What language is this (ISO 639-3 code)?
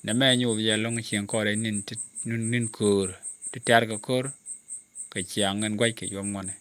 nus